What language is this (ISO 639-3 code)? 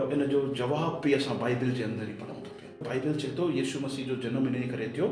snd